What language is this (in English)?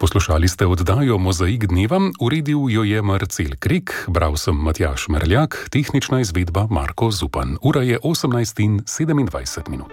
Slovenian